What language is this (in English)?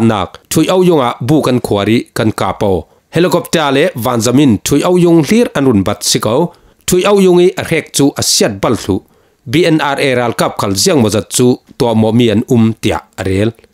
Falam Chin